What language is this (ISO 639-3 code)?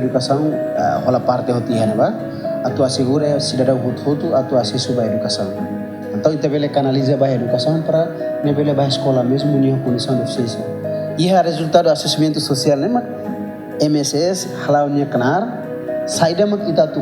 tet